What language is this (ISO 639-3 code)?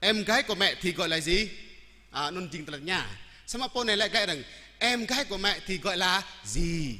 jra